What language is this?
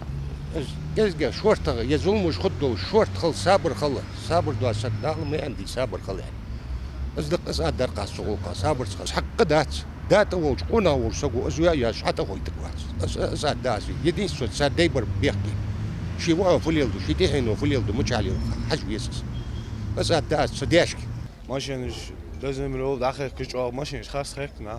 Ingush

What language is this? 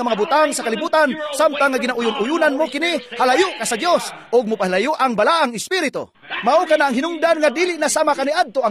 Cebuano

